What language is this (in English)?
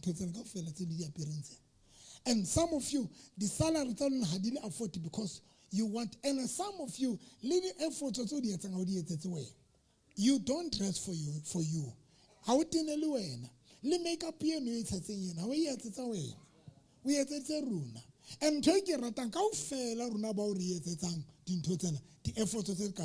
Southern Sotho